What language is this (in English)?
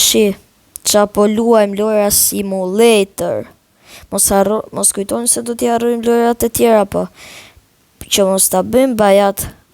Albanian